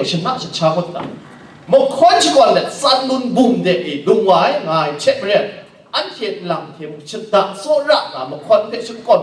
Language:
Kachin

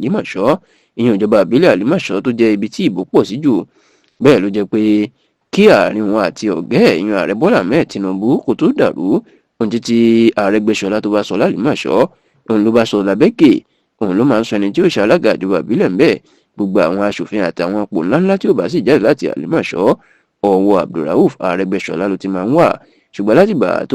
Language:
Yoruba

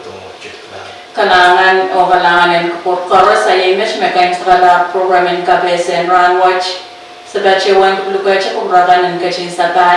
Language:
Pohnpeian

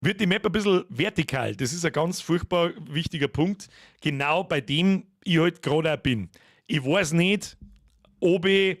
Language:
Bavarian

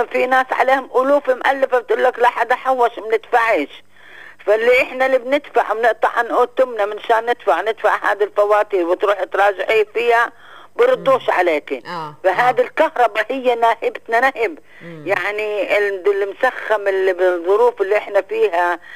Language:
North Levantine Arabic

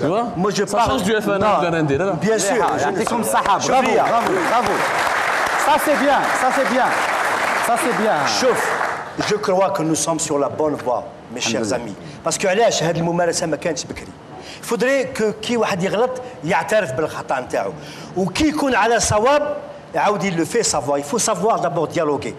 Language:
Kabyle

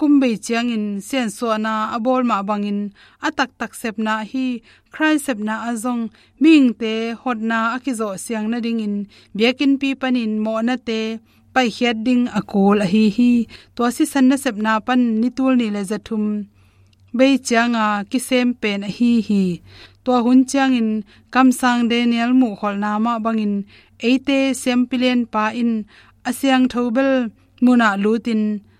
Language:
Tedim Chin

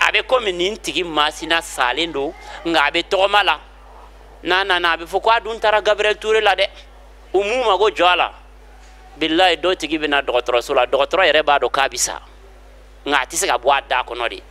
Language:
Bambara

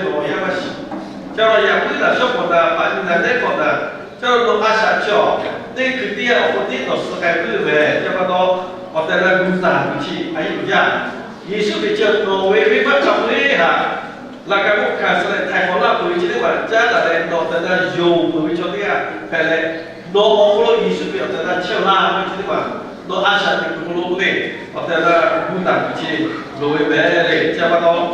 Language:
Lahu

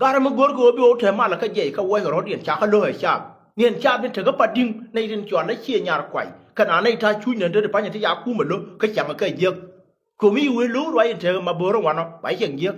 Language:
Nuer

